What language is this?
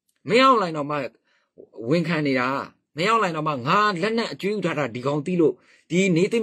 Burmese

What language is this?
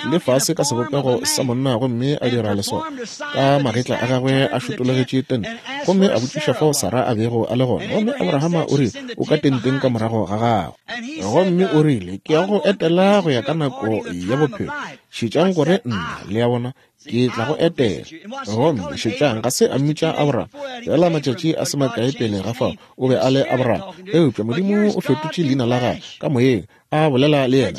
Northern Sotho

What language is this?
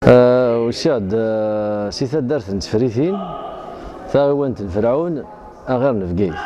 Kabyle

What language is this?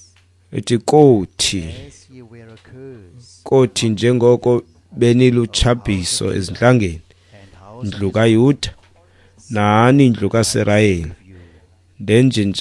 Xhosa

